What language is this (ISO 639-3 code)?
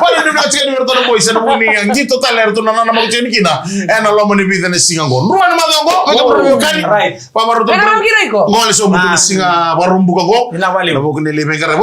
fij